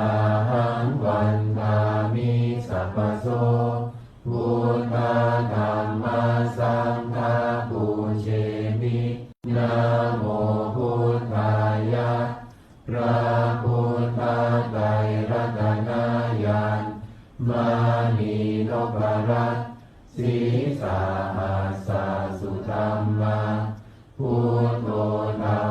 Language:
Pali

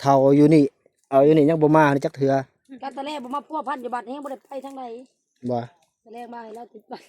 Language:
Northeastern Thai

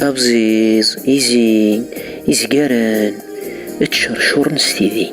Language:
Kabyle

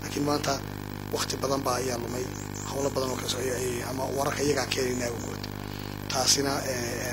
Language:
Somali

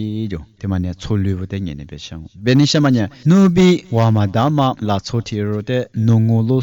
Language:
Lisu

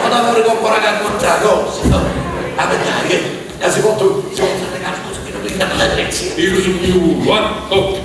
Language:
Sardinian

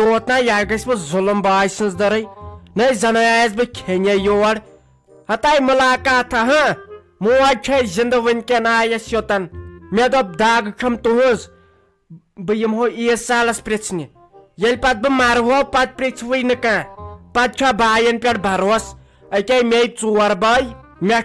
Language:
Kashmiri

